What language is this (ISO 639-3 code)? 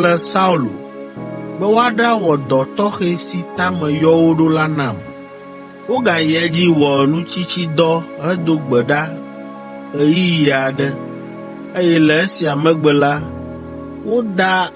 ewe